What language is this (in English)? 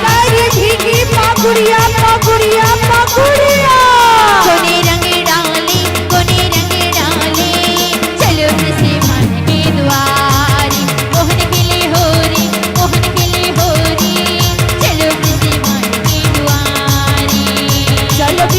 Chhattisgarhi